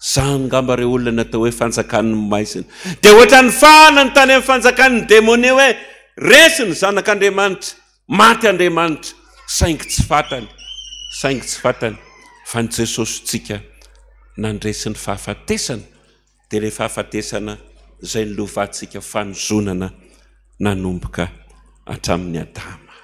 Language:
Malagasy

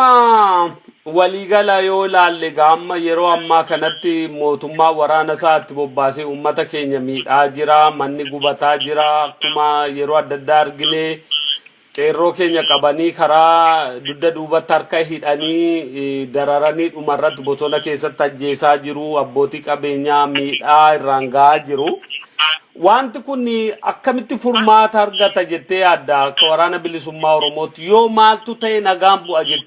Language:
Oromo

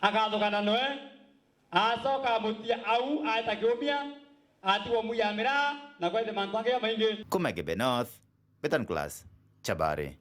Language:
Meru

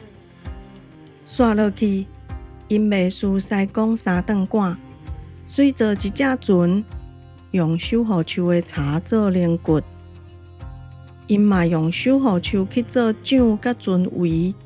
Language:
Min Nan Chinese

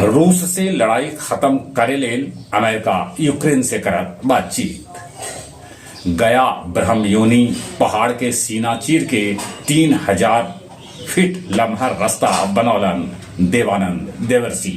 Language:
Magahi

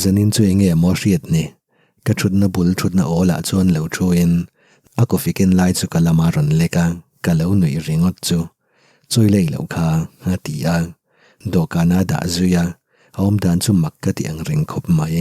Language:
Mizo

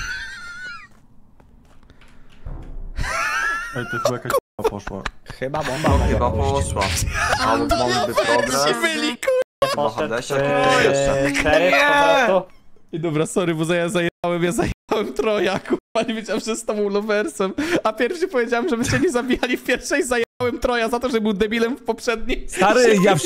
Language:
Polish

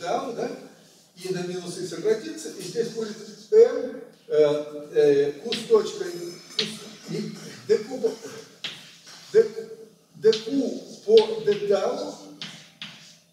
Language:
Russian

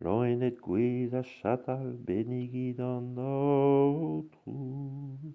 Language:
Breton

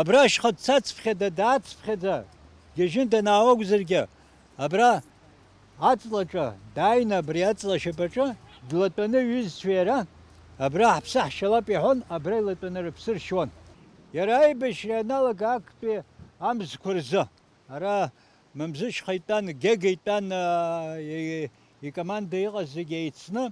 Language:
Abkhazian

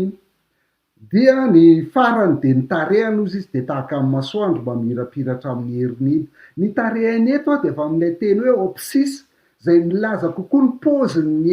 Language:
Malagasy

